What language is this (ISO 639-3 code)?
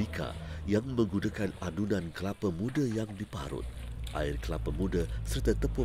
msa